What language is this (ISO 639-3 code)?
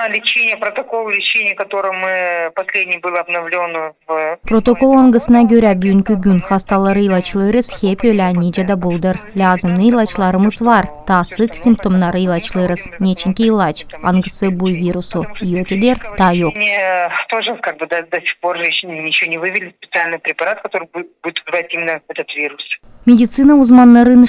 gag